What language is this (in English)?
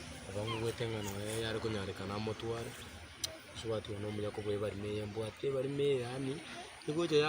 Gusii